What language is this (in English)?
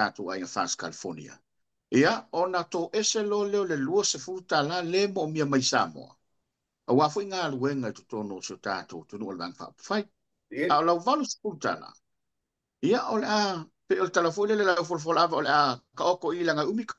Samoan